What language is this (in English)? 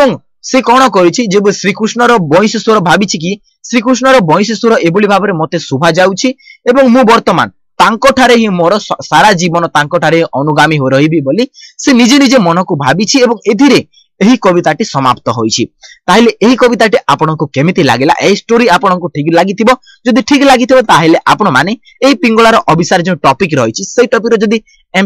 Odia